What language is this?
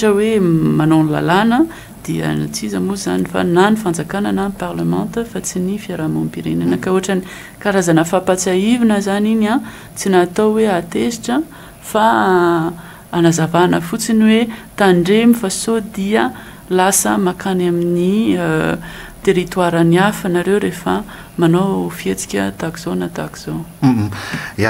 Malagasy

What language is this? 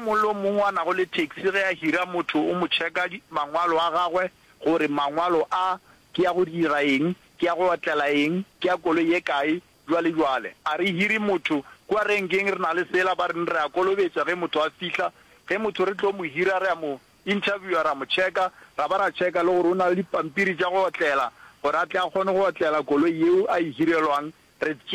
Northern Sotho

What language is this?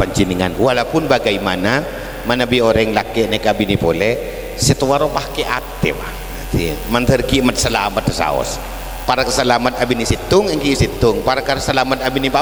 Madurese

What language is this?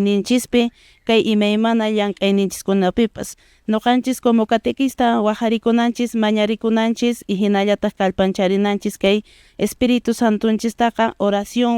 Quechua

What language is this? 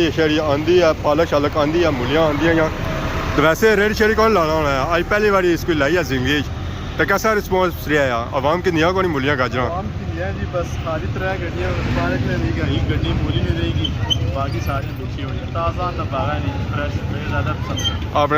Pahari-Potwari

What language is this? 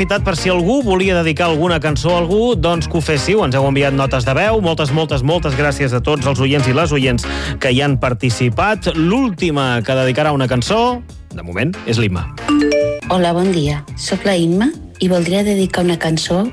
Catalan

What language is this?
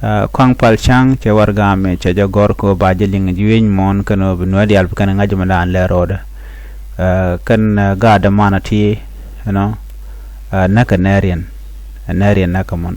Nuer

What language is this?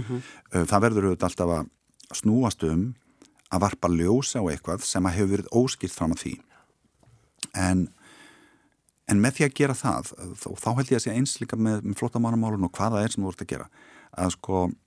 Icelandic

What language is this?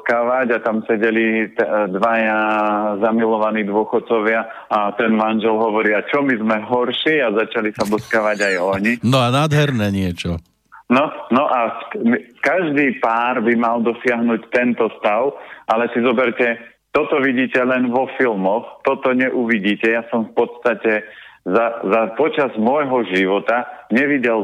Slovak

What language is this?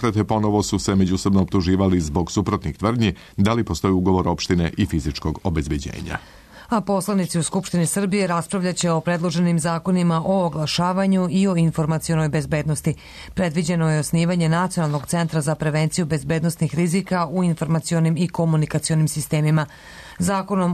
Serbian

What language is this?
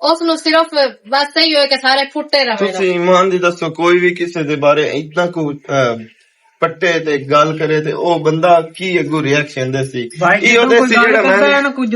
Western Panjabi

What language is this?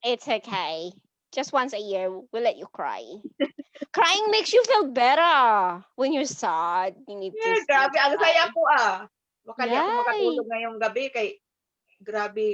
Cebuano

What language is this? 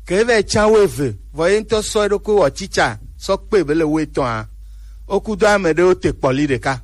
Gen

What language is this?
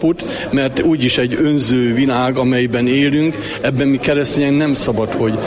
Hungarian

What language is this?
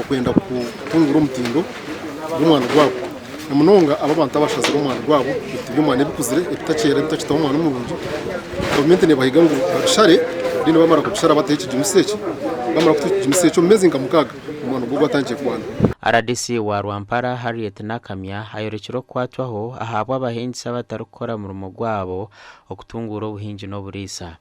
Nyankole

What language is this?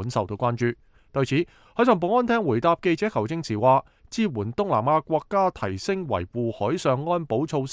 Cantonese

